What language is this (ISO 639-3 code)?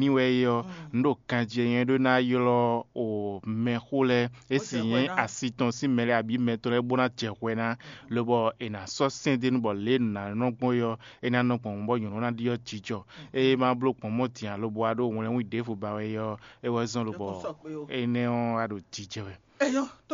fon